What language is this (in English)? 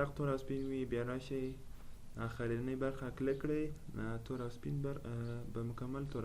Pashto